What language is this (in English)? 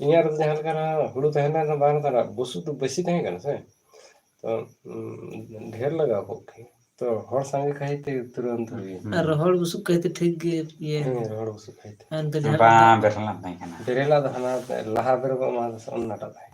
Santali